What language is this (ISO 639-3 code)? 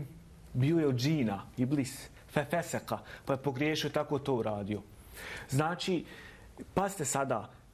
bos